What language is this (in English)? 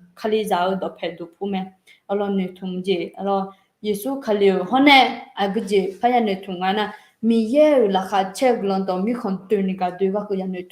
Akha